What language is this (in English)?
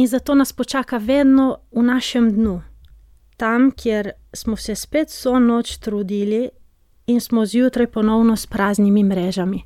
Slovenian